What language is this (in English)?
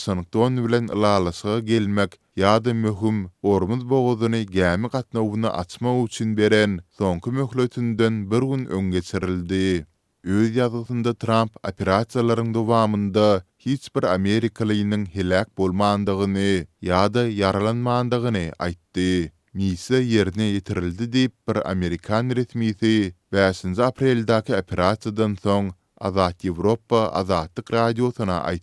Turkmen